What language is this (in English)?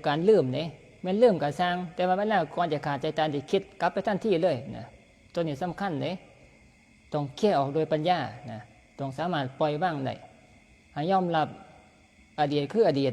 Northeastern Thai